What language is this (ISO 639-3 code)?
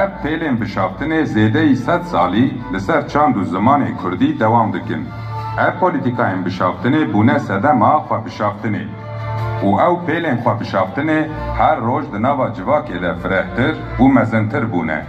kur